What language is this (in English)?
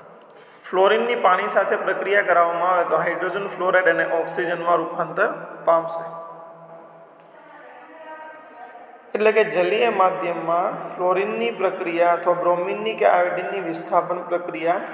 Gujarati